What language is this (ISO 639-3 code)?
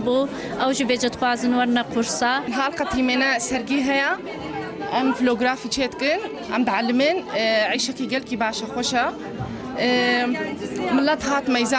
kur